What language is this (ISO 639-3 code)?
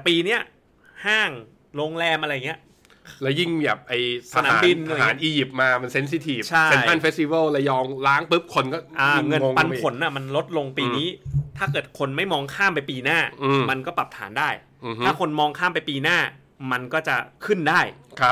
tha